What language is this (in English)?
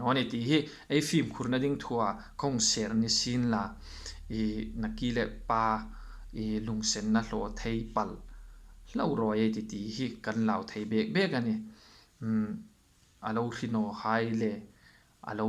Hmar